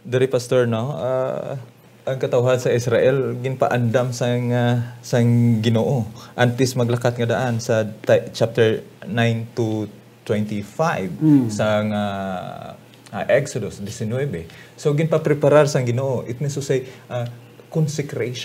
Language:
Hiligaynon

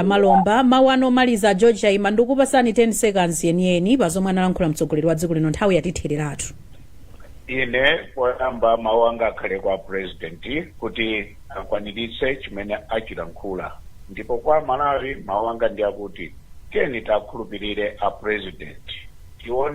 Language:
Nyanja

